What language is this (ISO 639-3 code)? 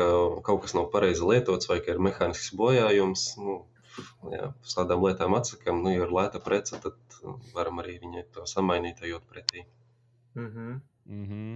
lav